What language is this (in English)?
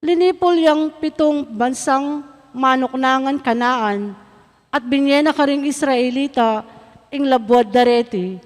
Pampanga